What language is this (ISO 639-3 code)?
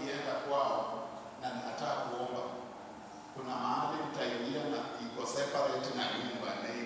swa